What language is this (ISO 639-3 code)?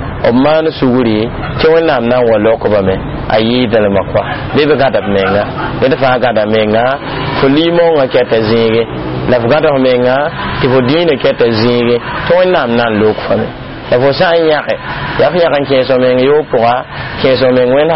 mos